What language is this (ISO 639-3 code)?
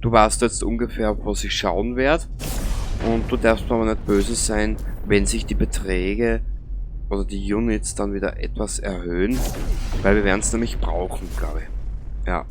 bar